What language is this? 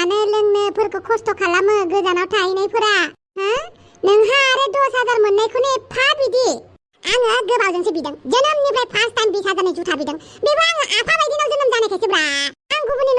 Bodo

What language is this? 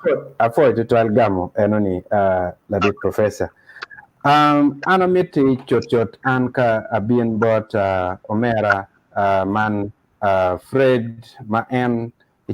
Acoli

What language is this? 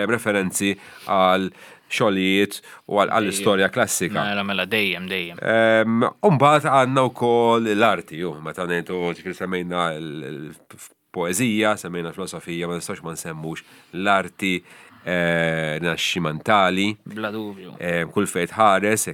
Maltese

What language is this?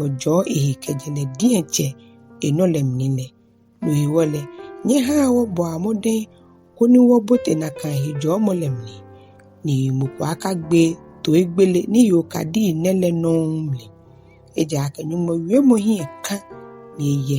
Ga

